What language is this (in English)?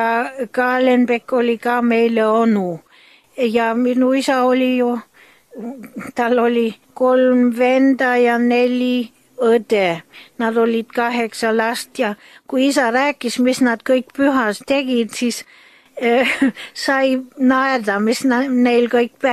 Estonian